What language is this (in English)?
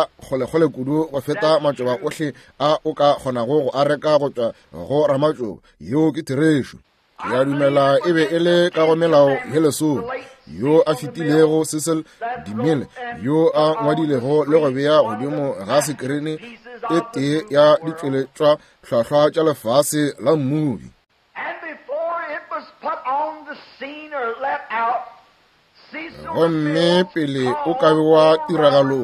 Northern Sotho